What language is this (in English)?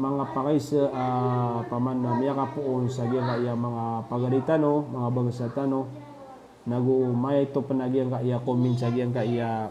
Maranao